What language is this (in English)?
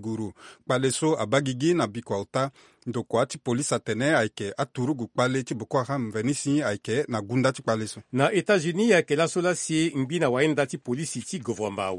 Sango